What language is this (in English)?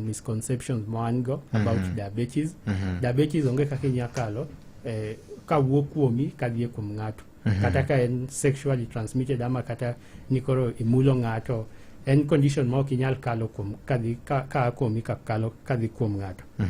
Luo (Kenya and Tanzania)